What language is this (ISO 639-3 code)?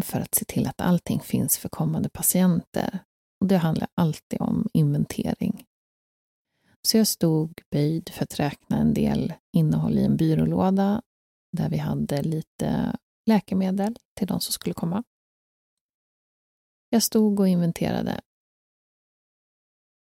swe